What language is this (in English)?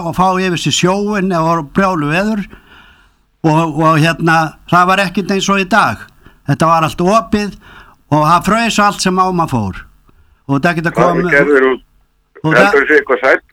Icelandic